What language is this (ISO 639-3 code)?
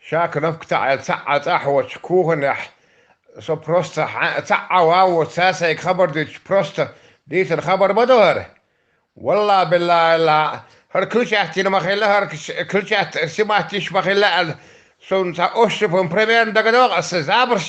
che